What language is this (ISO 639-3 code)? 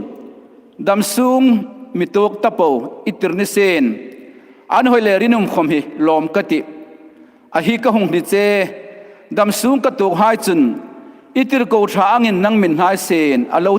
hmr